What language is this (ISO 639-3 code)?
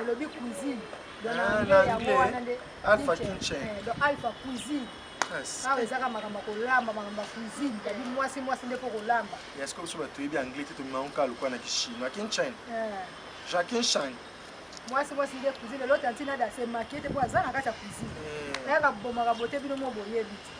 lin